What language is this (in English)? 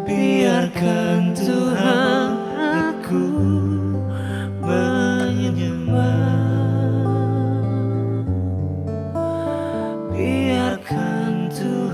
Indonesian